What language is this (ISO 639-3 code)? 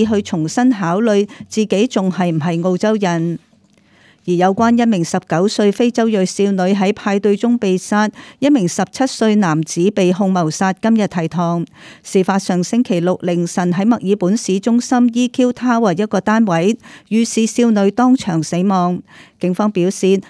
yue